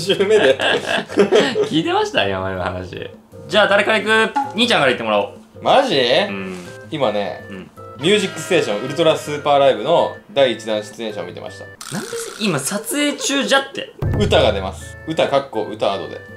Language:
Japanese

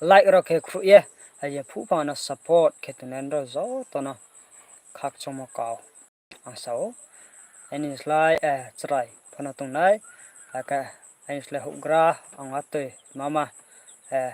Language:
Riang (India)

